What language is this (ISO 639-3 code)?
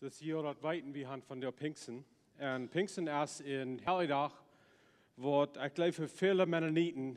pdt